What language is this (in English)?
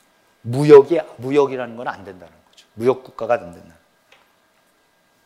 Korean